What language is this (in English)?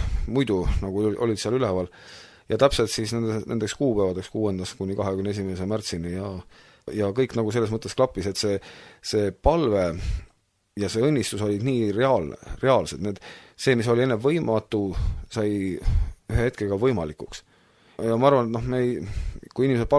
Estonian